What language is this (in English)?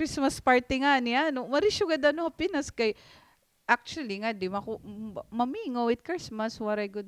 Waray